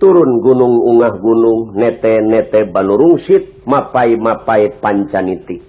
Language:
Sundanese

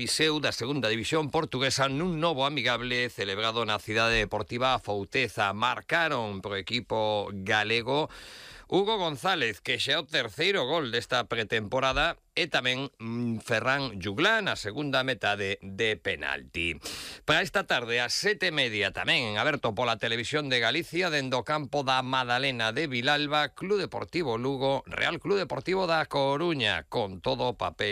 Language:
Galician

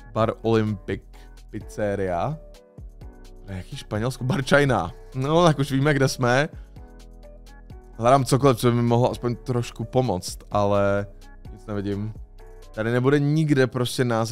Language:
Czech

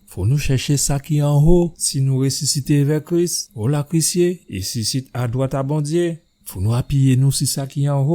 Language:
Guadeloupean Creole French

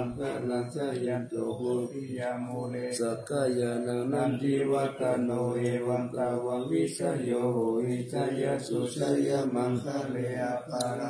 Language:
Pali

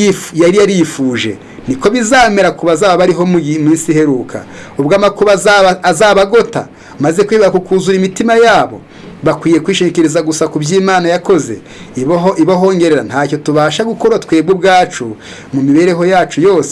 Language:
Kinyarwanda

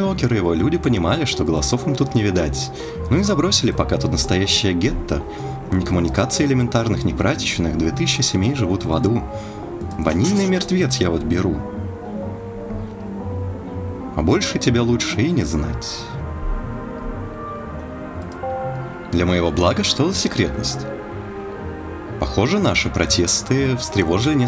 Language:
Russian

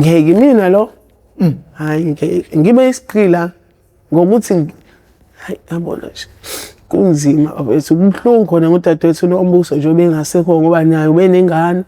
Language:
Zulu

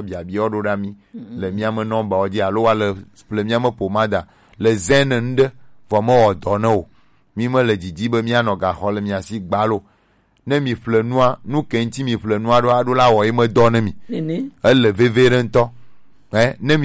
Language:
Gen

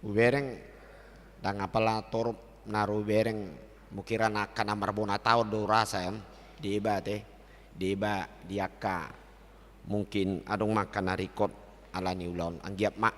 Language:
Batak Toba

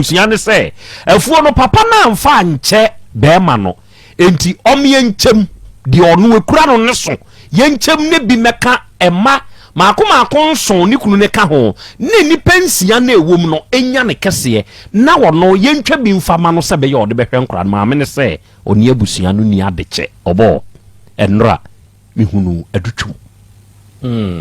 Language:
Akan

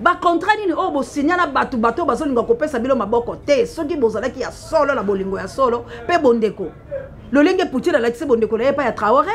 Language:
Lingala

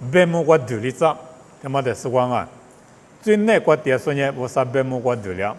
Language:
Lisu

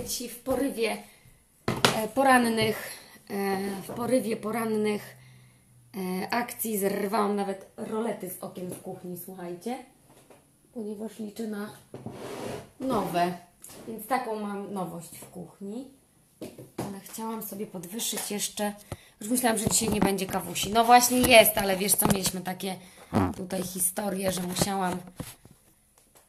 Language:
Polish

